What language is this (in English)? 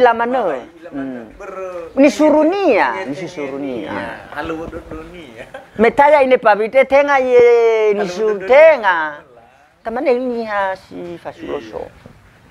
Nias